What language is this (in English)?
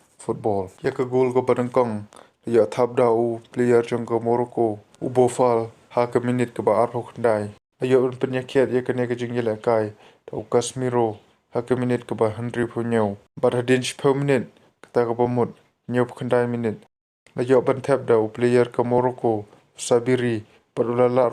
Khasi